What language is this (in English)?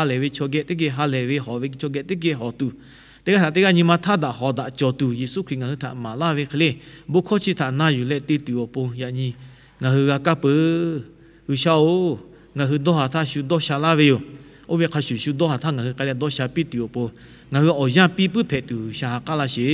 Lahu